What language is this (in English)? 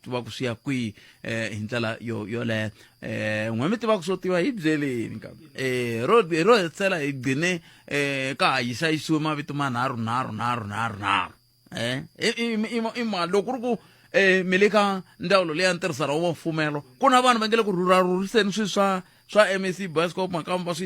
Tsonga